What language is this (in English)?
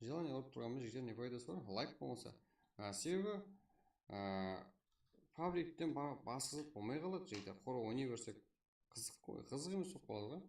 Kara-Kalpak